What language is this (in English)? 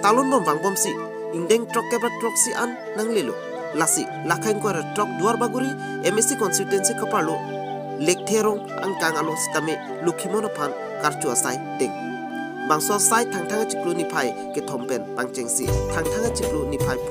Karbi